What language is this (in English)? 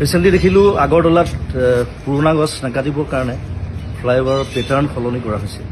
Assamese